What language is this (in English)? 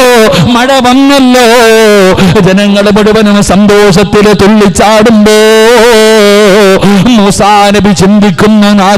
Malayalam